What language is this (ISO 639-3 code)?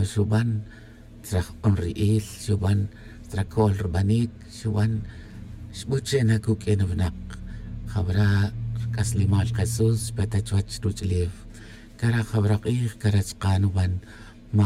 tzj